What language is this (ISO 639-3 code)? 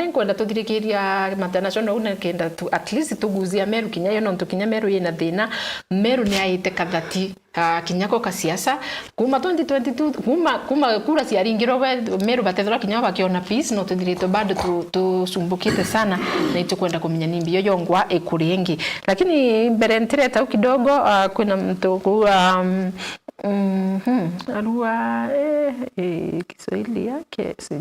mer